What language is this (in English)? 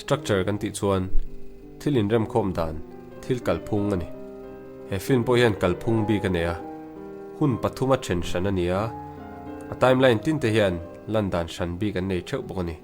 Mizo